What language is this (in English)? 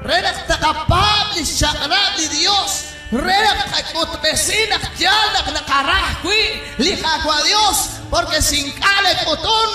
Kekchí